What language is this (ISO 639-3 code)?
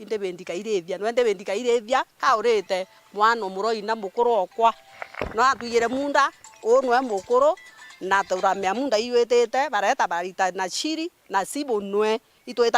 mer